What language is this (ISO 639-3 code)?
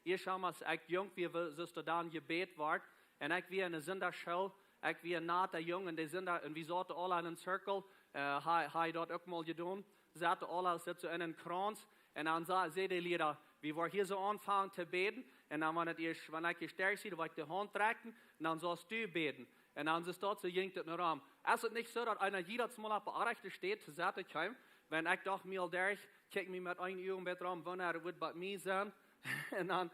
pdt